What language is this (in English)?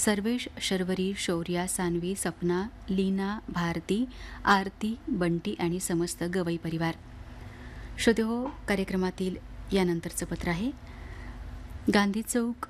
Marathi